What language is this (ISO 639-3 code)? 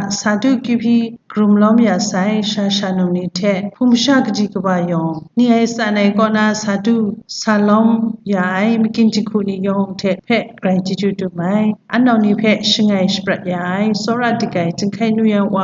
kac